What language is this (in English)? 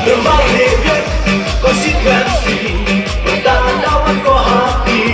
Khasi